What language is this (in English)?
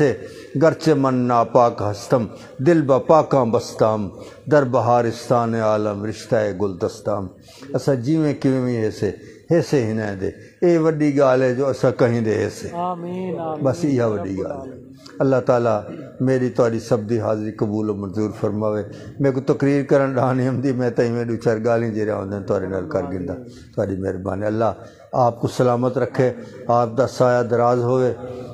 Saraiki